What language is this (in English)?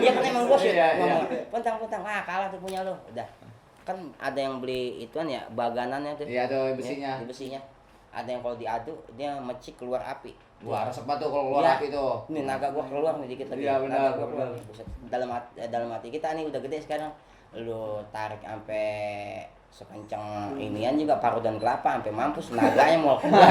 Betawi